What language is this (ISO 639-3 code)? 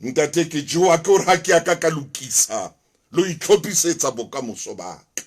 sot